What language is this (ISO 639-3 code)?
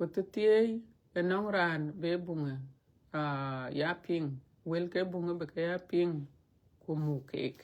din